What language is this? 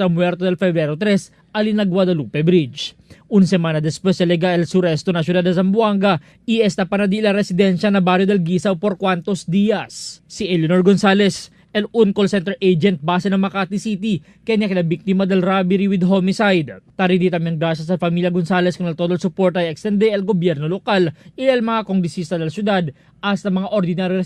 Chavacano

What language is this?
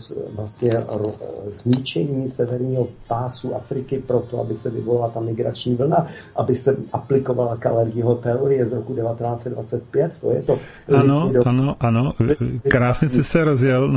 Czech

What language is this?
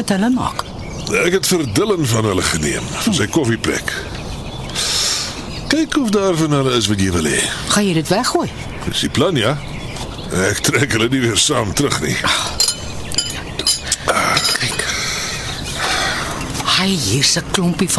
Afrikaans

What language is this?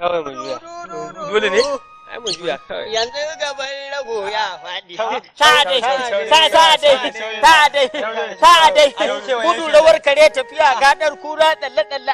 Hausa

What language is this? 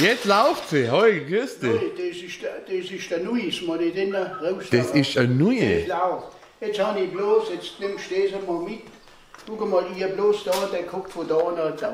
Swabian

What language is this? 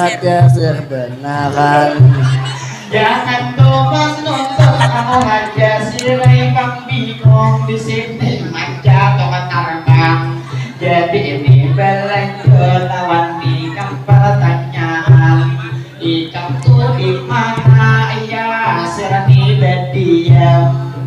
Banjar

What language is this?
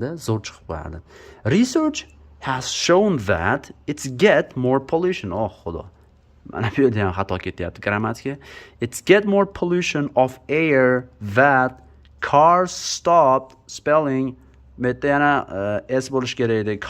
Uzbek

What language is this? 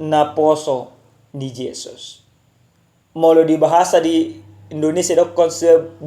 Batak Toba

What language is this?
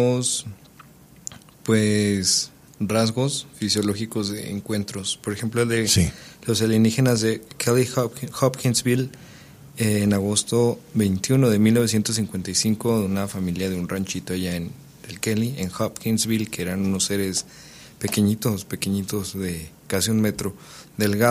Spanish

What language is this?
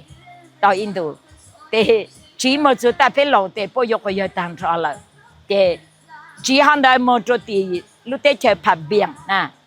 Hmong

